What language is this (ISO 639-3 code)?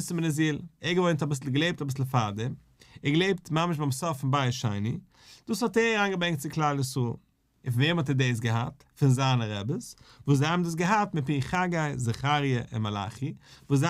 yid